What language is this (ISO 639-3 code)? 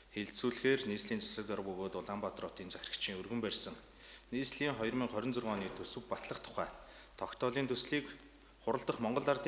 mon